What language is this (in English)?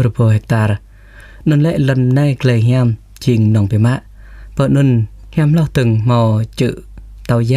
Jarai